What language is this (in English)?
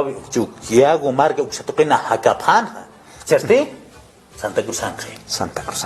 Aymara